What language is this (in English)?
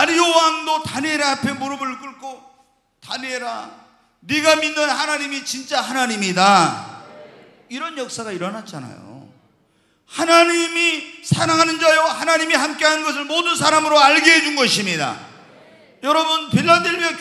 Korean